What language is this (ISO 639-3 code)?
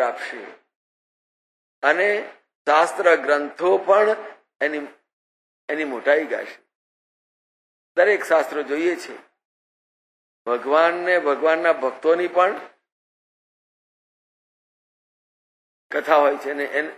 guj